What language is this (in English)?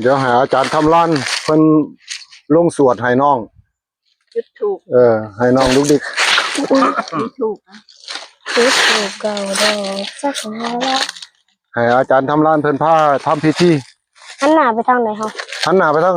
Northeastern Thai